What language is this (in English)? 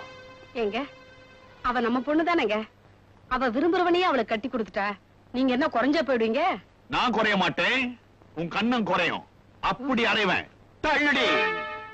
Tamil